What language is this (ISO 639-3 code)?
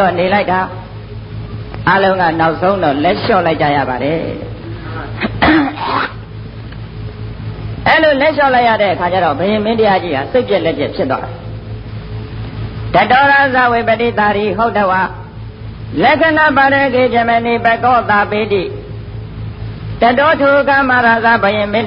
mya